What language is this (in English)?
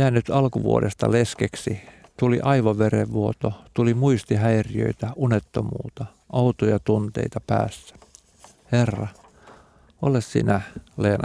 Finnish